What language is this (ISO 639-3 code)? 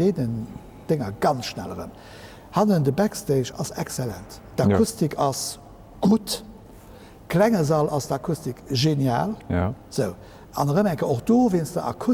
ltz